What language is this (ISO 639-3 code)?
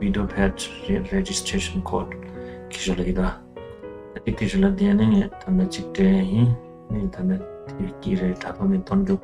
bod